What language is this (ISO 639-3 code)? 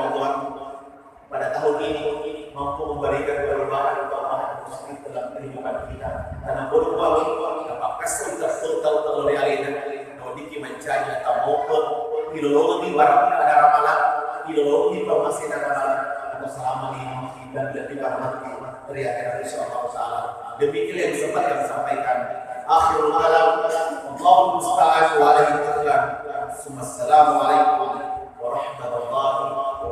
bug